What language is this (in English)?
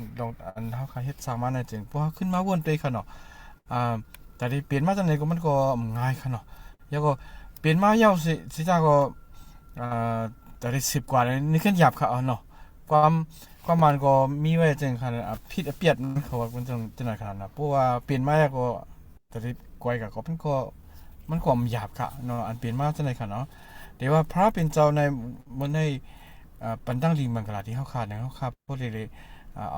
Shan